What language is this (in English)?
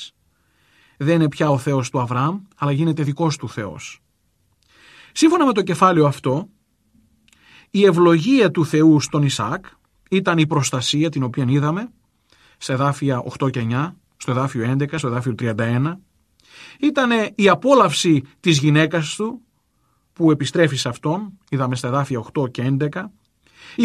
Greek